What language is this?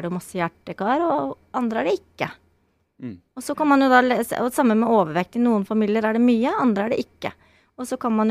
Norwegian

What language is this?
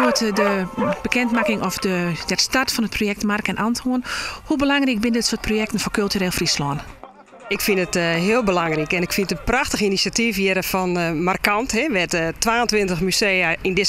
Western Frisian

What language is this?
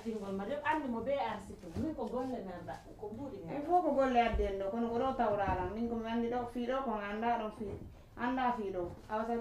Pular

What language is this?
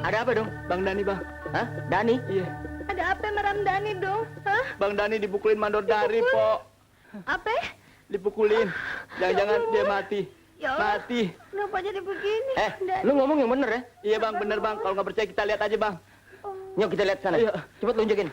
Betawi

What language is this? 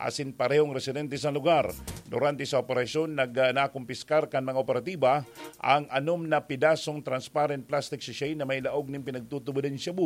Bikol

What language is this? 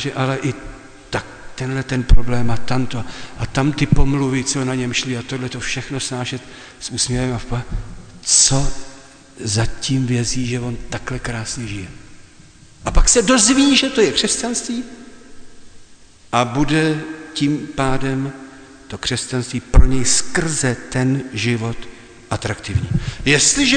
Czech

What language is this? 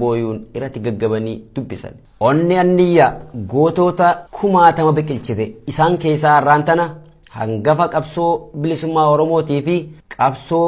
Oromo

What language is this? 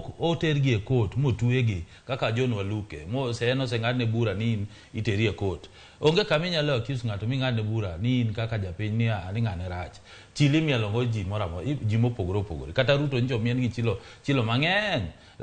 Luo (Kenya and Tanzania)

